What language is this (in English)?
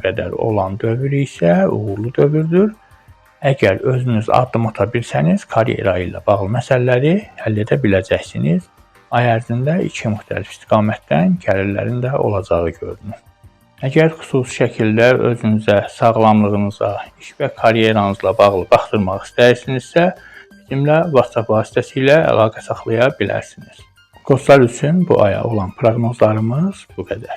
Azerbaijani